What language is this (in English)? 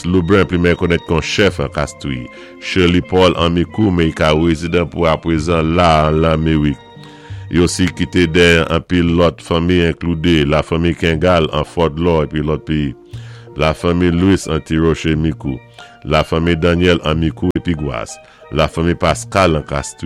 Saint Lucian Creole French